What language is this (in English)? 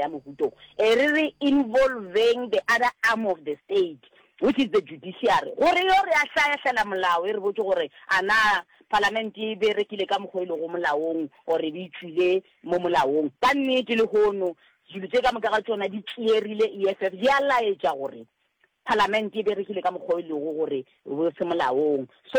Northern Sotho